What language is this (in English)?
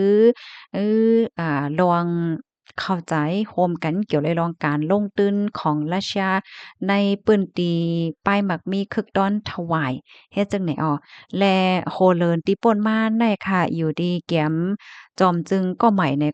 Shan